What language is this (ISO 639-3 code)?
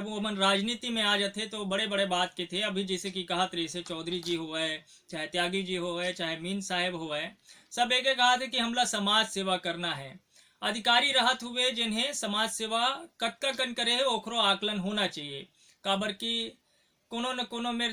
hne